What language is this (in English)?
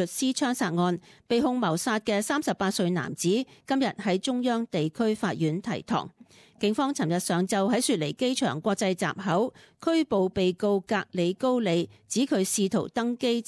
Cantonese